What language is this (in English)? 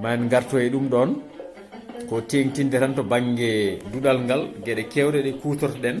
Fula